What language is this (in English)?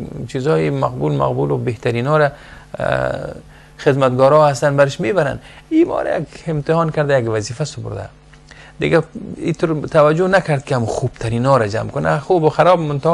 Persian